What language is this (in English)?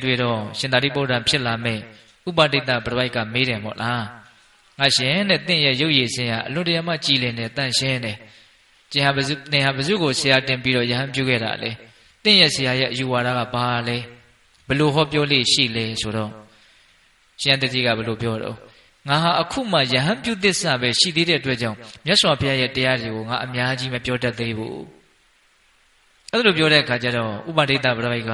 Burmese